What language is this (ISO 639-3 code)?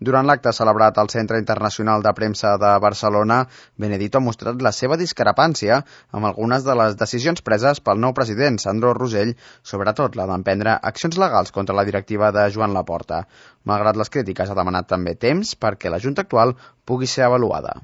cat